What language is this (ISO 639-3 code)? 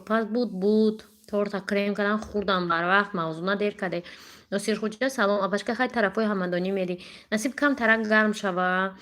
tgk